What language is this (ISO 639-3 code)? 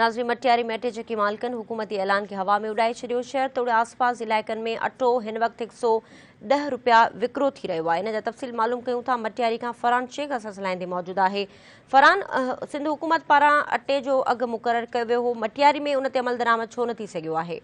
snd